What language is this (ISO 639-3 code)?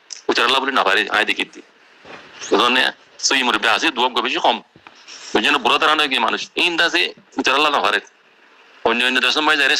rhg